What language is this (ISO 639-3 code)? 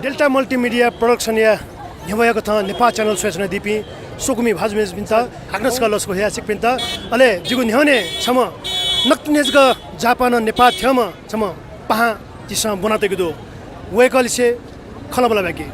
new